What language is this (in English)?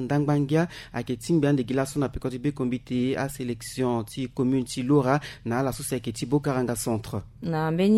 Sango